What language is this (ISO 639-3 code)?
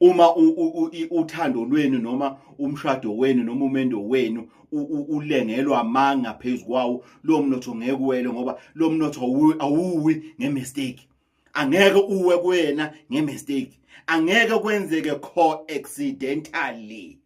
zul